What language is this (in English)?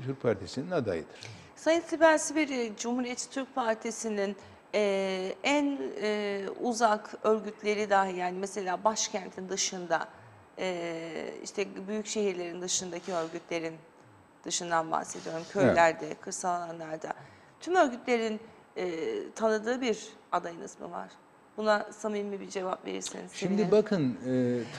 Turkish